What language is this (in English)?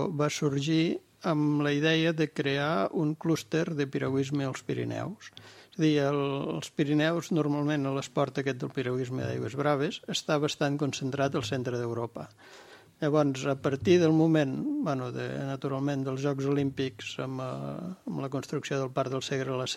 Catalan